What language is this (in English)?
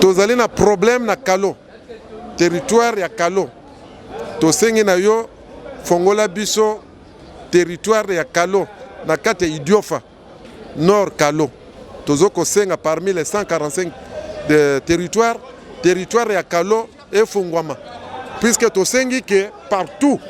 Lingala